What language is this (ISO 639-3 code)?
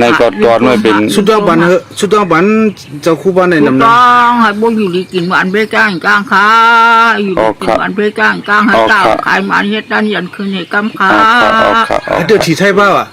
shn